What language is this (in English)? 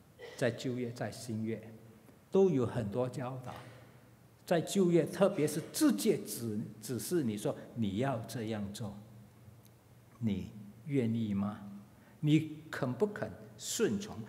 Chinese